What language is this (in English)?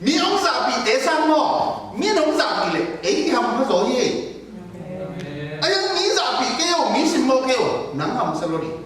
Tedim Chin